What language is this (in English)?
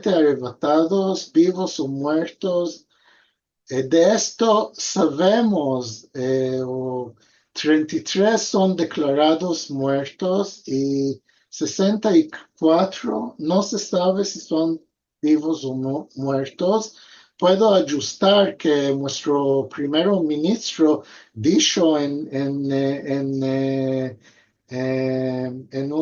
Ladino